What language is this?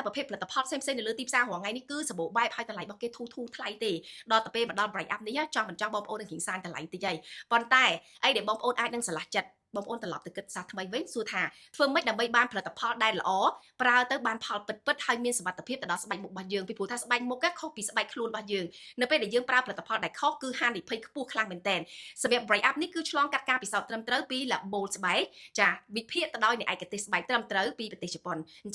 Khmer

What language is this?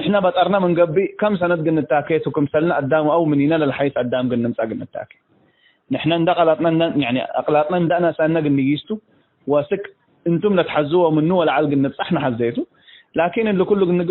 Tigre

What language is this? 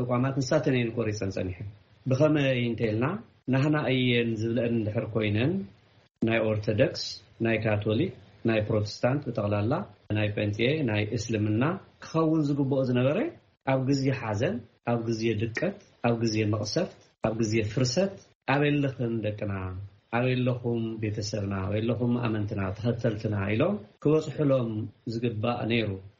Tigrinya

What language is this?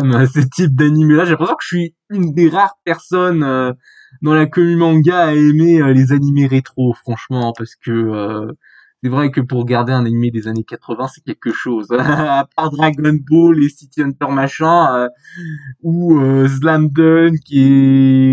French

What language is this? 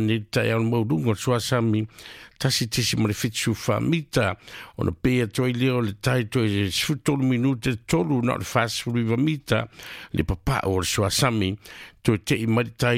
Samoan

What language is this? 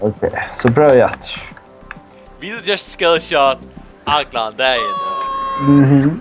Faroese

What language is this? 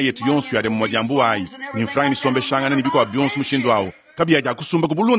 Luba-Lulua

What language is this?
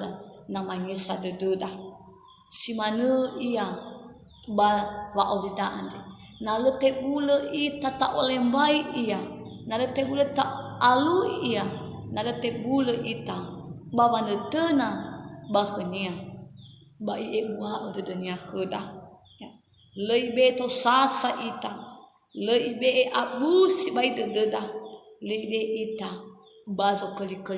Nias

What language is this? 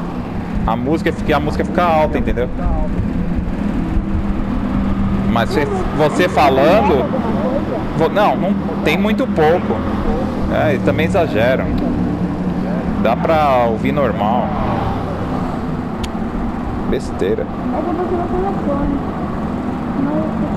Portuguese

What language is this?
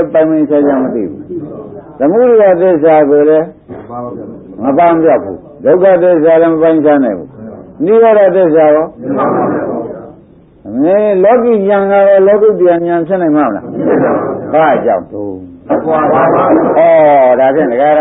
Burmese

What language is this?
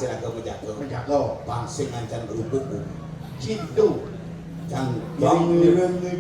Balinese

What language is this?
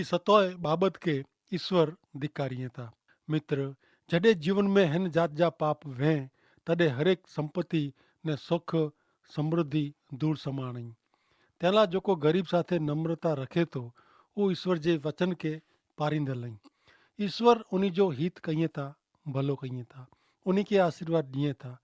Kachhi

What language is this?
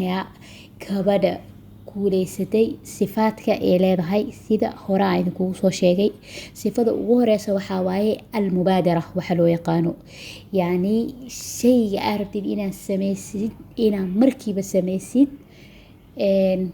Somali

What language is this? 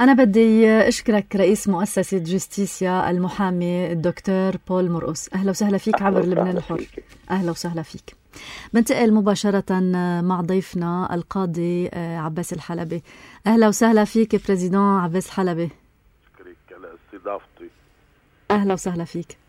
North Levantine Arabic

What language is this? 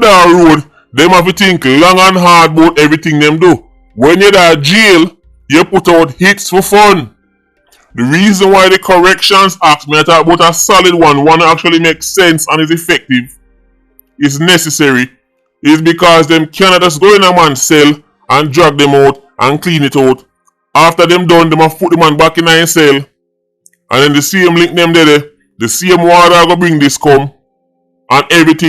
Jamaican Creole English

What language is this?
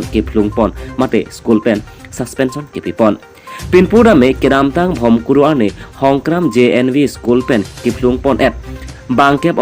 Karbi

